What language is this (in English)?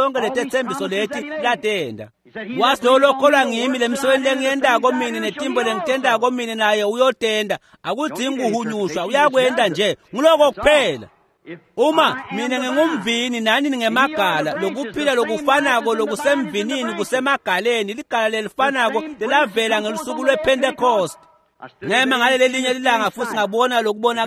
Swati